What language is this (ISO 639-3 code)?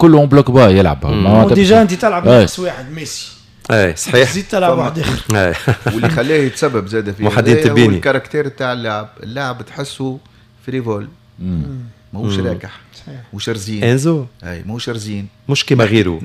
aeb